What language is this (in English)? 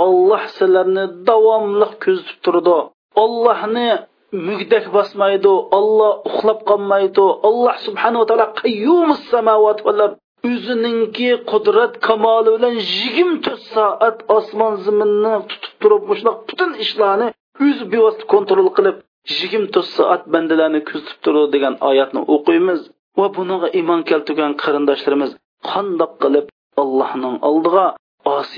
Uyghur